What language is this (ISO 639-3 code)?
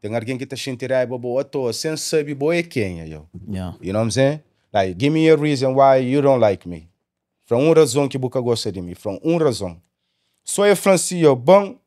kea